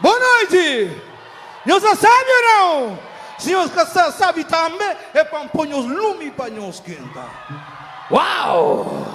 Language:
Kabuverdianu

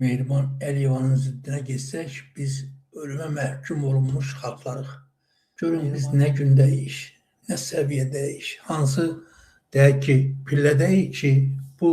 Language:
Azerbaijani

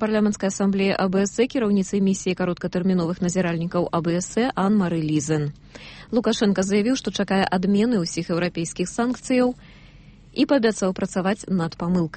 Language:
Belarusian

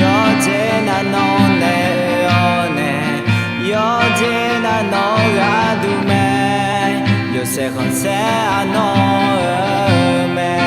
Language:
Akha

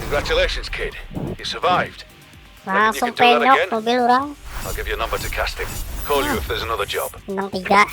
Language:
Banjar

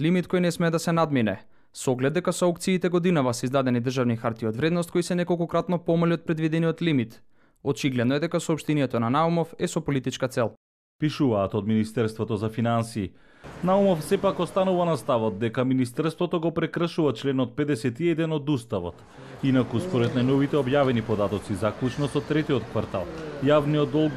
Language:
Macedonian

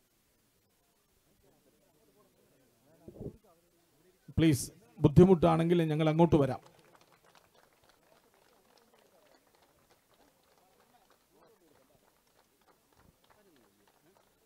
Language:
Malayalam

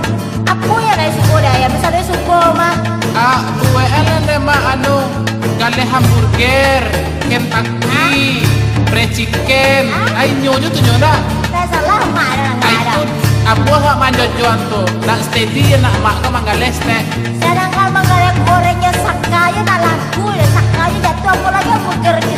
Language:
Minangkabau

